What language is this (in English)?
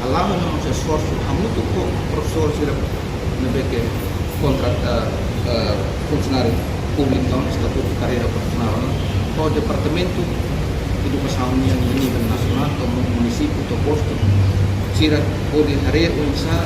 Tetum